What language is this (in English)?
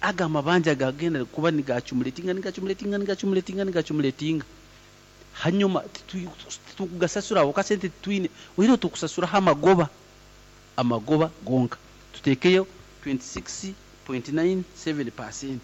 Nyankole